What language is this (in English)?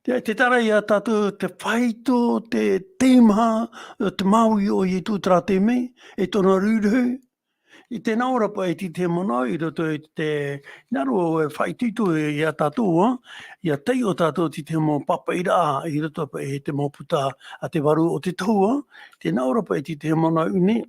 Tahitian